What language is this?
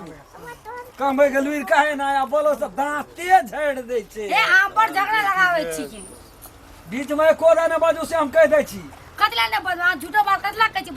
Maithili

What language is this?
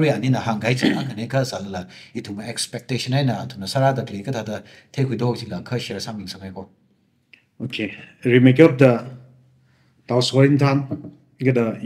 Tangkhul Naga (India)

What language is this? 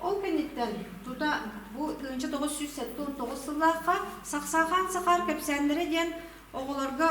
Yakut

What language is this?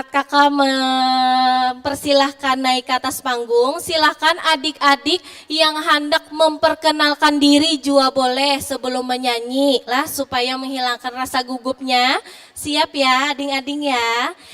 Banjar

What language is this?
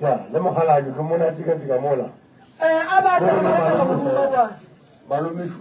Northern Sotho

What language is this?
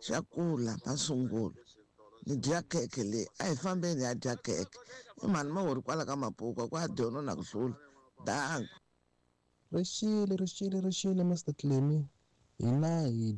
Tsonga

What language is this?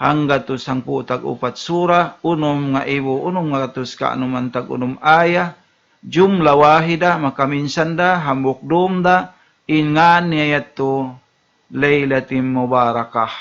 Tausug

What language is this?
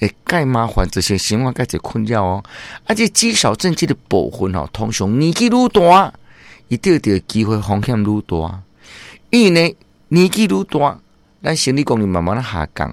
Min Nan Chinese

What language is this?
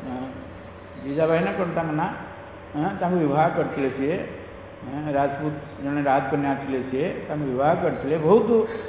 Odia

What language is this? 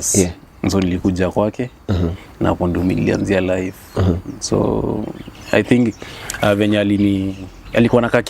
Swahili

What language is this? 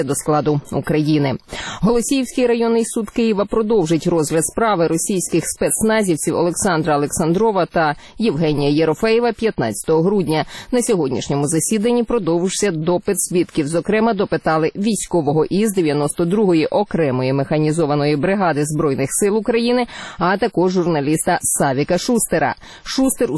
Ukrainian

